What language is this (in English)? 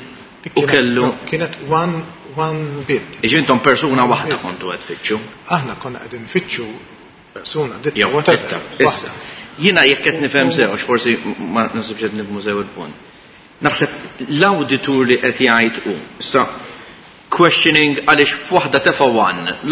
Maltese